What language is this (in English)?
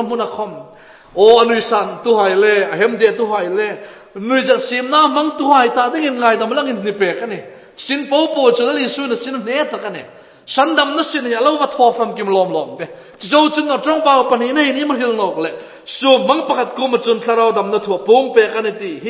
Hmar